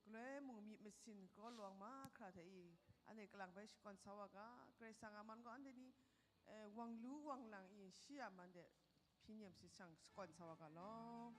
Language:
Kachin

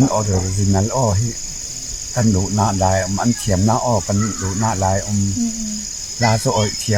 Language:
Falam Chin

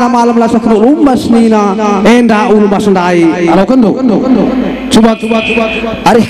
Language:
Batak Karo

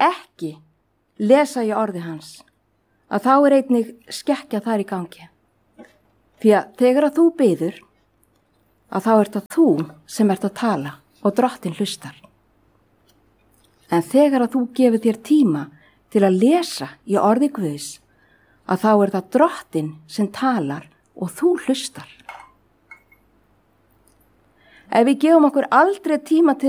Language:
Icelandic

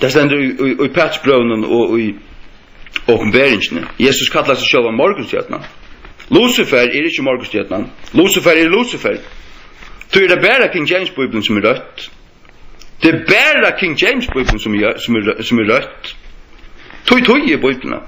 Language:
Faroese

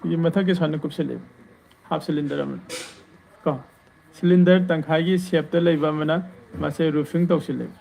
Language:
Manipuri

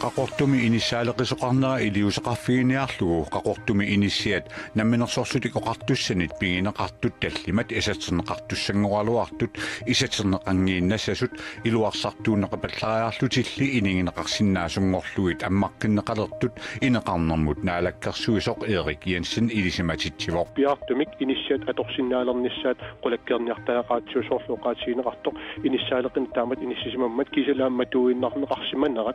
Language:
Kalaallisut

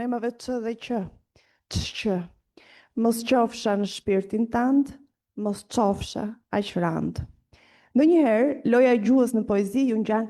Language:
Albanian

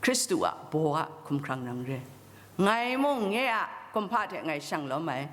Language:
Kachin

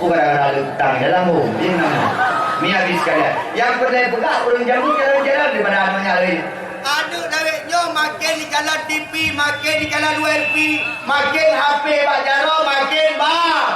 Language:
Achinese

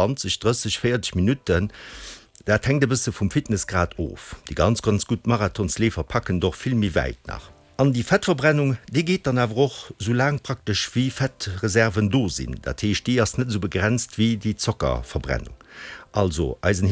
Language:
Luxembourgish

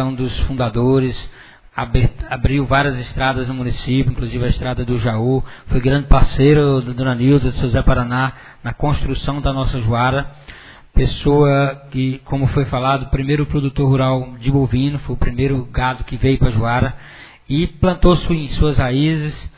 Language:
Portuguese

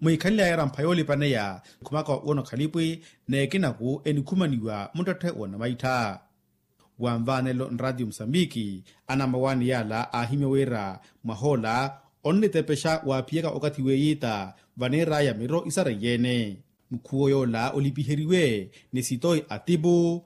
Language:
Makhuwa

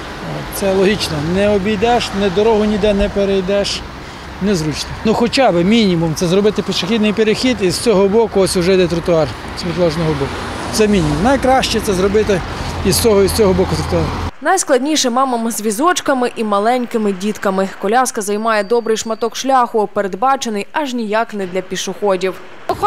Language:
Ukrainian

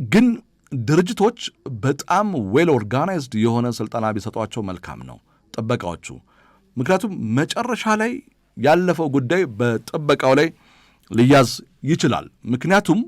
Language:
Amharic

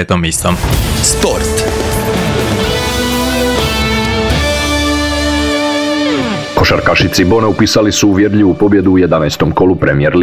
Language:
Croatian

